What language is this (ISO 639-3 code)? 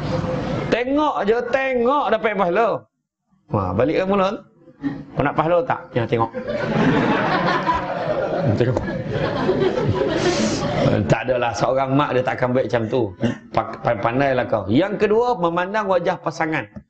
msa